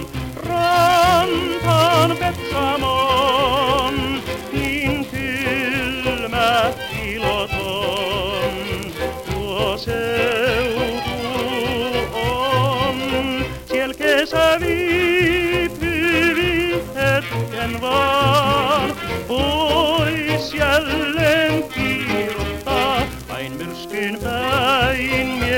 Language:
Finnish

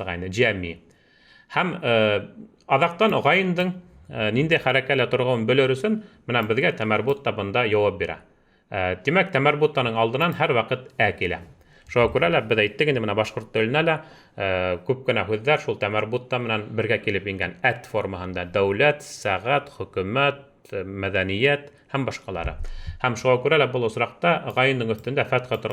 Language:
Bashkir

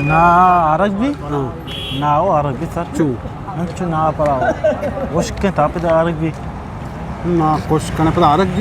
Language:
Eastern Balochi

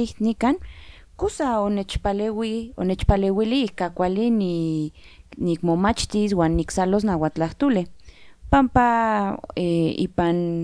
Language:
Central Nahuatl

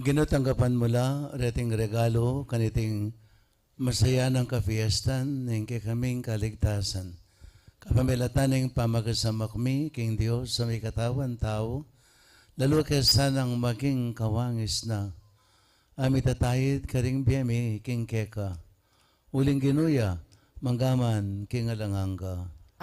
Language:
Pampanga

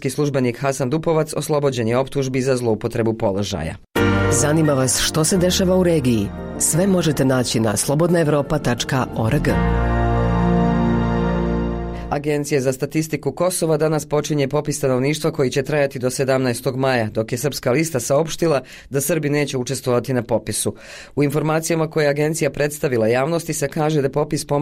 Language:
Bosnian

